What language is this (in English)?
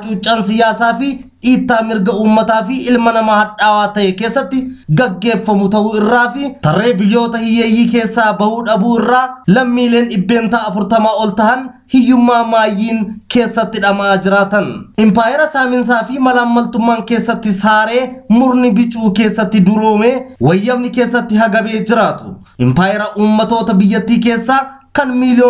Oromo